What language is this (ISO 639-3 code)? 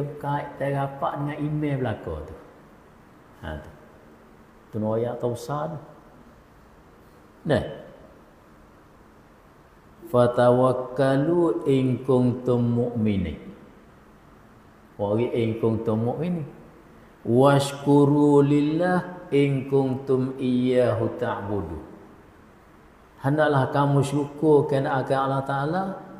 msa